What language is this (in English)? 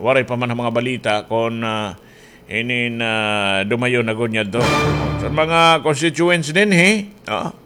Waray